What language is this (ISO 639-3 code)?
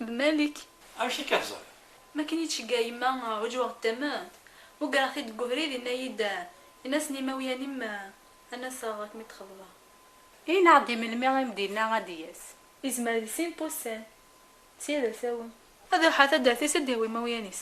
kab